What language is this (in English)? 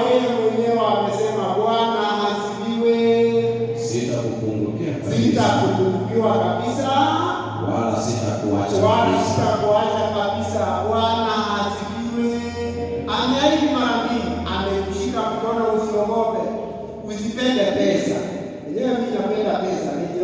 Swahili